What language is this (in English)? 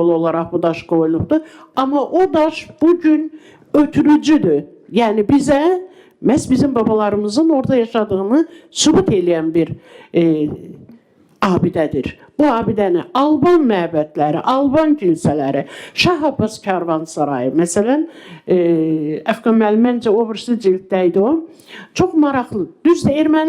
Azerbaijani